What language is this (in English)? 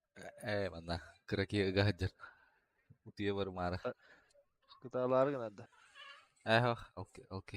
Yakut